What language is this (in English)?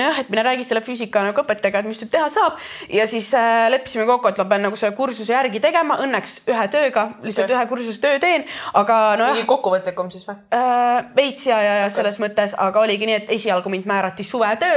Estonian